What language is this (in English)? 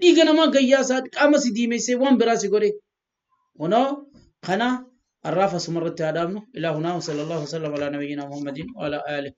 Oromo